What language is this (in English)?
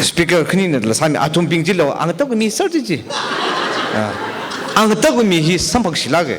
Tangkhul Naga (India)